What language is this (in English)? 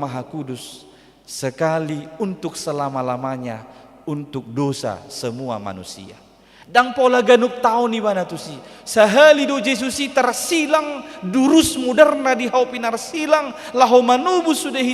Batak Toba